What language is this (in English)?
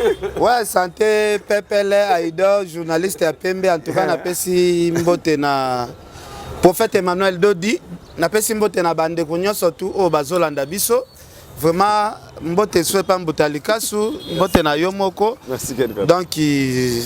Lingala